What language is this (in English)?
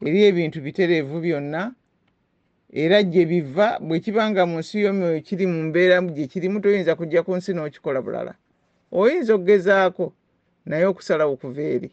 Ganda